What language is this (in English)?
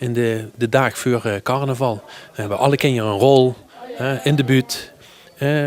Limburgish